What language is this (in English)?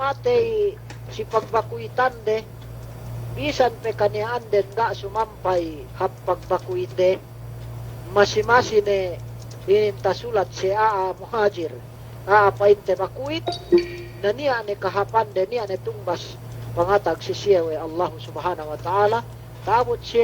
Yakan